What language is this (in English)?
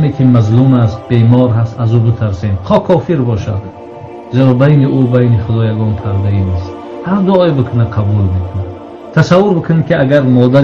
Tajik